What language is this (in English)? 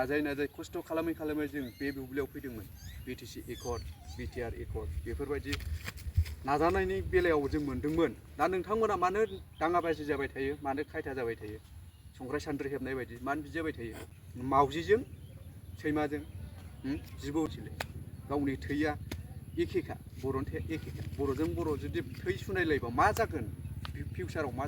Bodo